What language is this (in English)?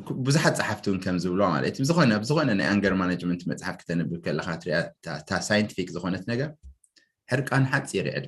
Tigrinya